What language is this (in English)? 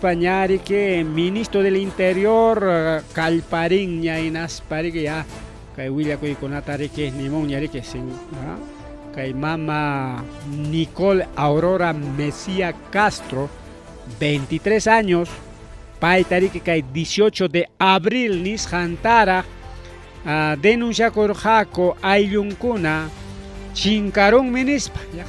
Ayacucho Quechua